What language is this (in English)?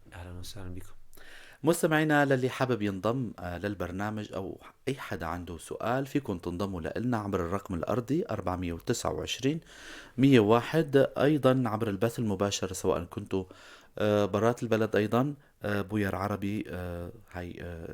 North Levantine Arabic